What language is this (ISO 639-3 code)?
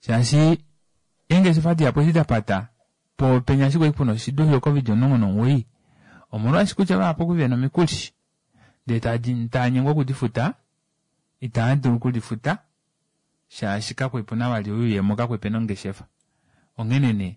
kua